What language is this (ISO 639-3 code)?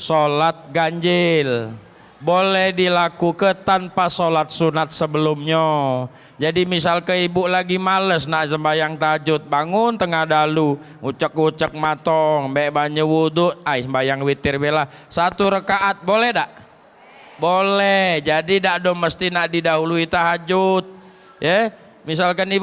mui